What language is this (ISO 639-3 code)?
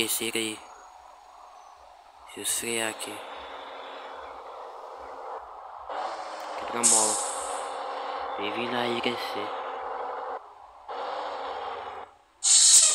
por